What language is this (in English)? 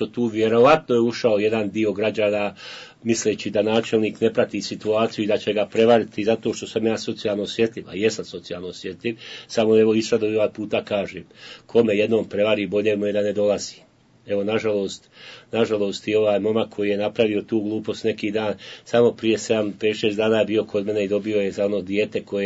Bosnian